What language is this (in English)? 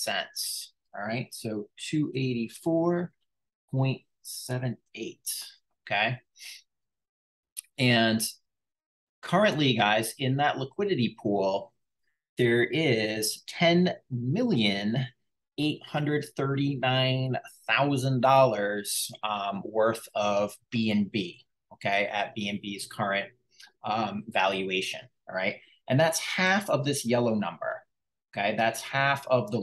English